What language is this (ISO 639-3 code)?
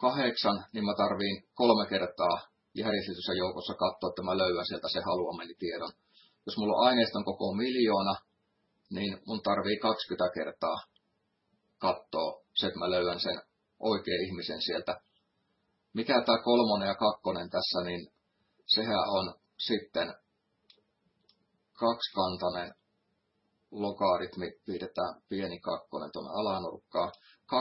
fin